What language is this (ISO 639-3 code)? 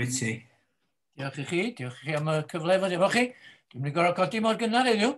cym